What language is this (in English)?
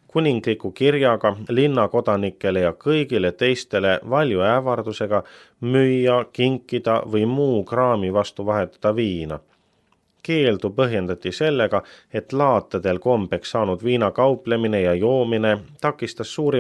Estonian